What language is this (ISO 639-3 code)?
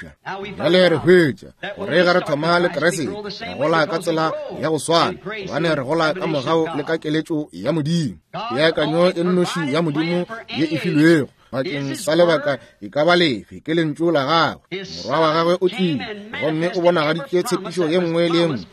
nso